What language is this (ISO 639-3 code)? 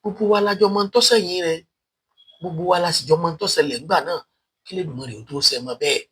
yor